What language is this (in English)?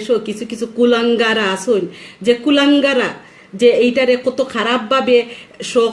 Sylheti